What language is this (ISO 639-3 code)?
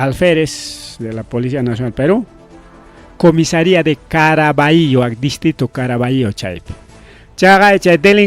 quy